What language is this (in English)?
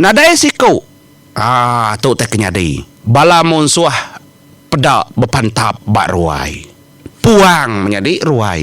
Iban